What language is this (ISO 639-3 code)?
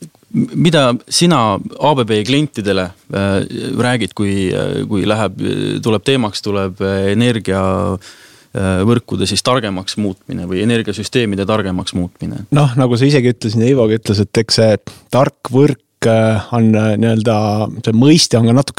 est